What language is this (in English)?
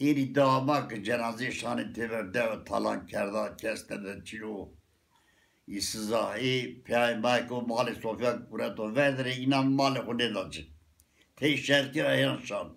Zaza